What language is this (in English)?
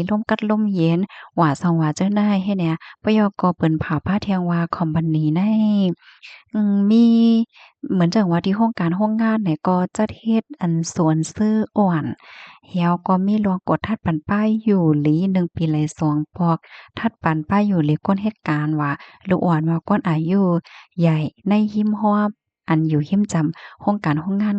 Shan